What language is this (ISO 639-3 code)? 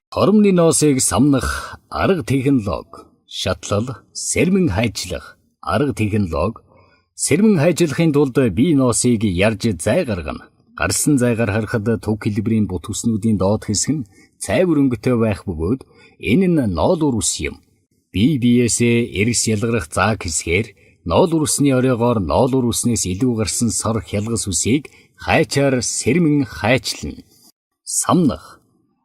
mon